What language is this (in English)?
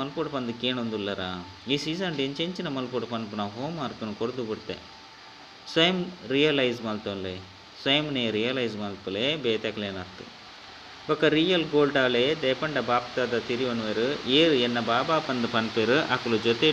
Tulu